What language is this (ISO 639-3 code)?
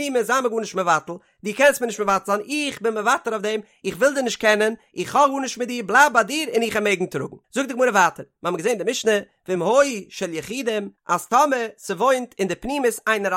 yid